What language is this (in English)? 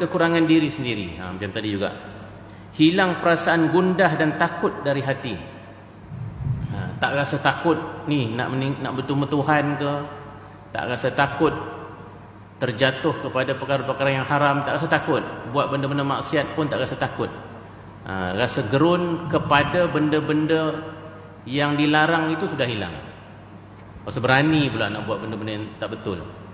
Malay